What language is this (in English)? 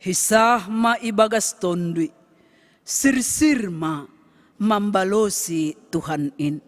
Batak Simalungun